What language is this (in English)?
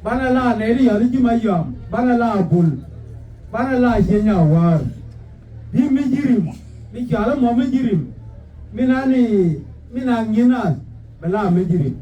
Nuer